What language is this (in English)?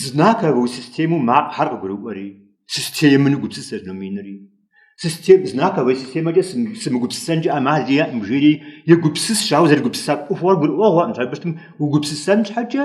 Kabardian